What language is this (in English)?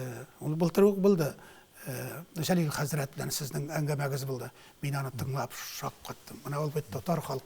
Tatar